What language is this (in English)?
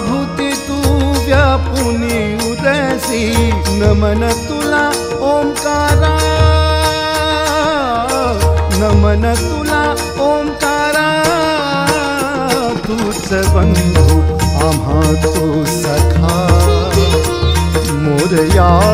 Marathi